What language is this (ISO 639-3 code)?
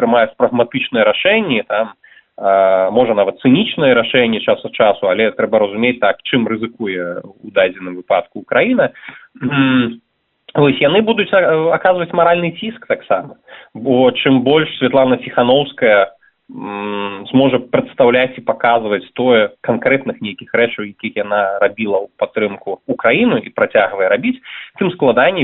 bel